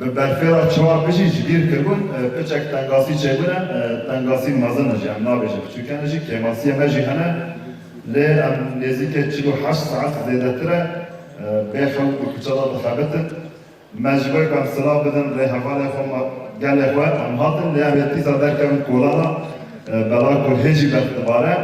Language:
Kurdish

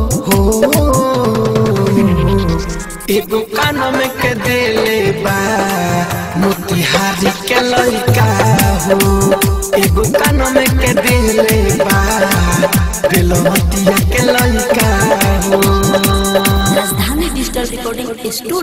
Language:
Bhojpuri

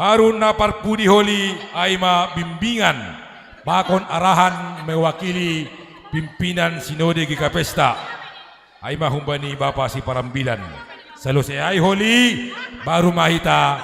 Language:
Batak Simalungun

